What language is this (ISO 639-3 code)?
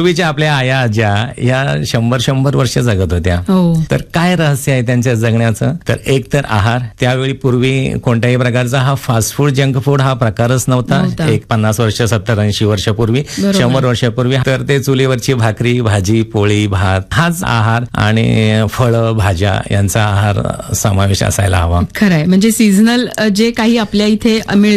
mar